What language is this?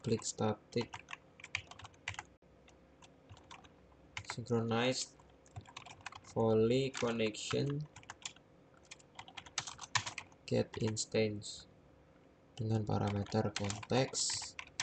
Indonesian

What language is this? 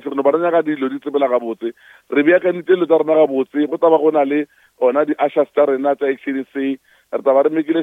Northern Sotho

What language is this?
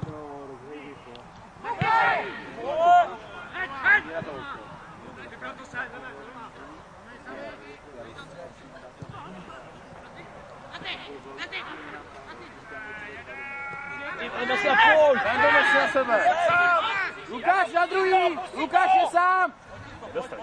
Czech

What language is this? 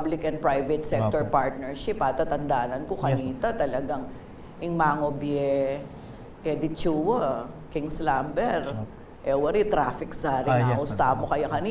Pampanga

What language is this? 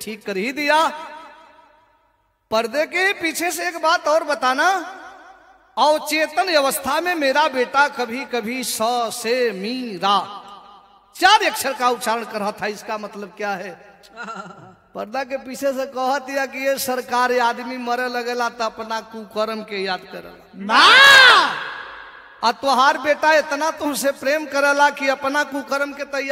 Bhojpuri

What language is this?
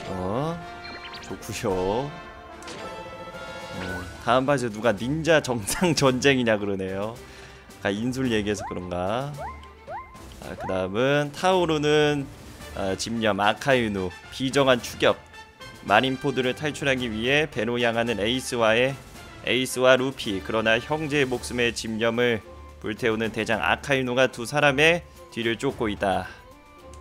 Korean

